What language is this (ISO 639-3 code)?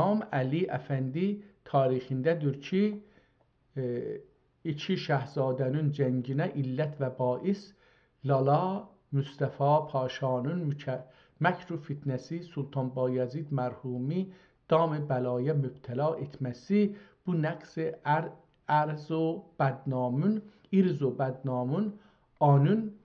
azb